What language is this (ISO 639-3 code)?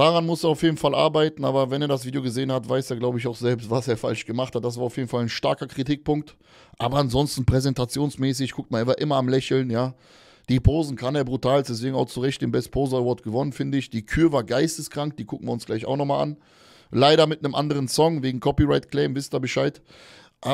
deu